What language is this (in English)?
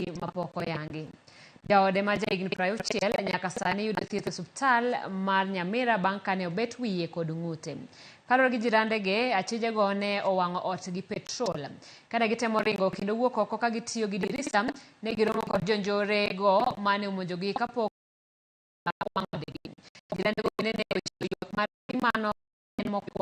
Luo (Kenya and Tanzania)